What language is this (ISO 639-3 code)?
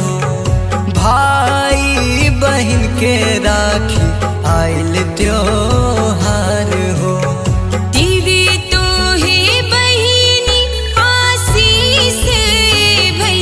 bho